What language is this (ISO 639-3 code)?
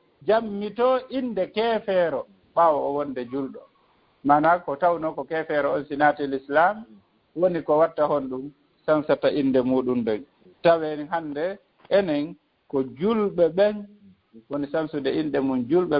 ful